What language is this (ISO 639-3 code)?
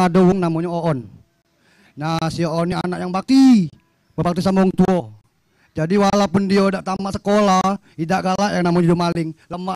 mui